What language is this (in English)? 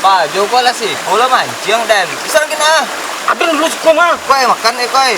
Minangkabau